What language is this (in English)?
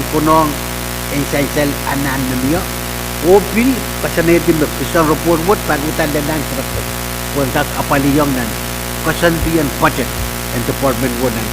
Pohnpeian